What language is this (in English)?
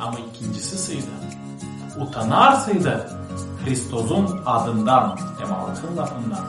Gagauz